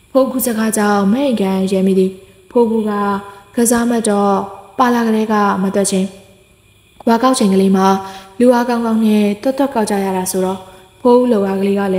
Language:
Burmese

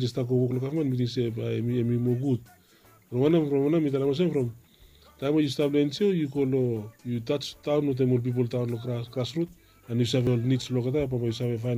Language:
Bislama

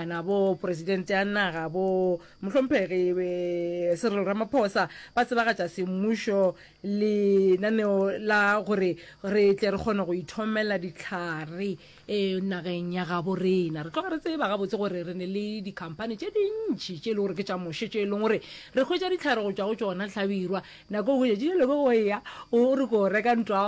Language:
Northern Sotho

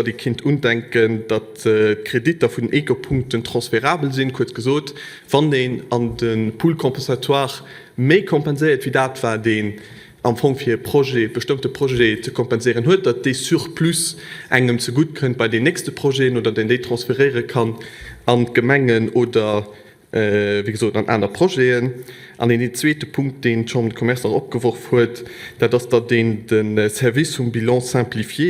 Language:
Luxembourgish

